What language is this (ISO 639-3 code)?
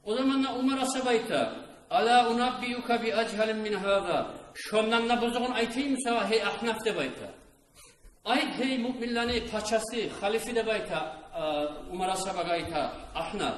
kum